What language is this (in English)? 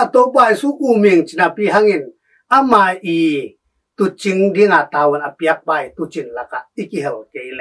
Tedim Chin